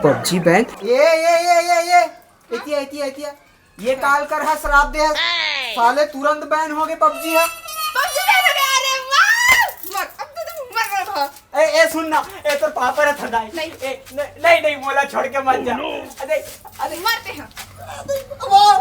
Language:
Chhattisgarhi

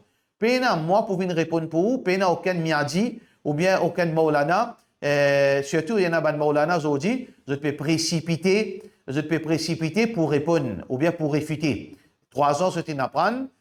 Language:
Morisyen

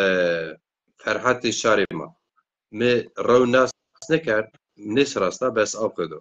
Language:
Zaza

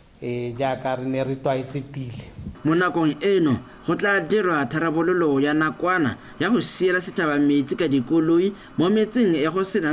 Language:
Tswana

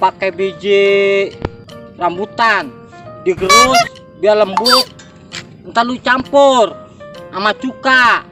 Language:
Betawi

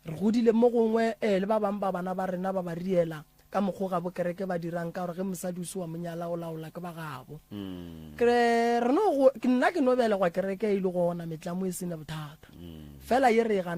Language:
Northern Sotho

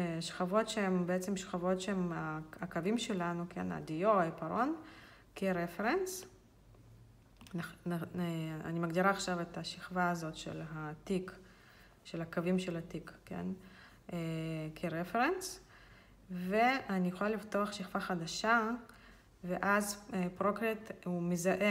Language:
Hebrew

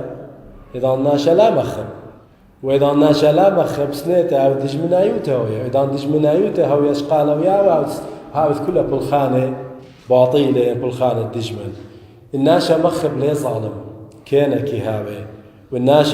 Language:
Assyrian Neo-Aramaic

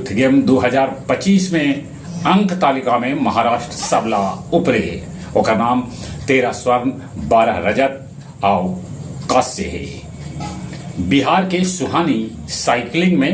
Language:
Magahi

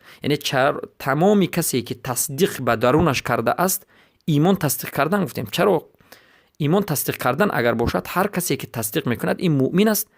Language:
Persian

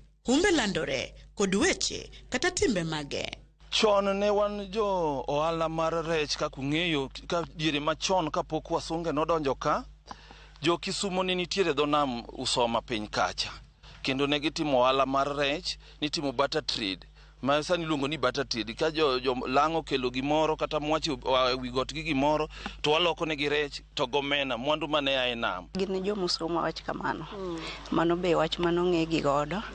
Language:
Luo (Kenya and Tanzania)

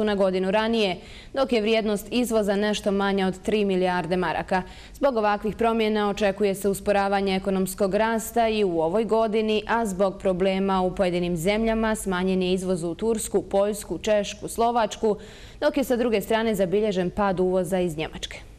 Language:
Bosnian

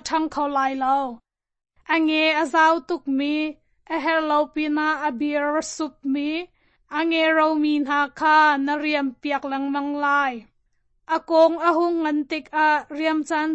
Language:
Hakha Chin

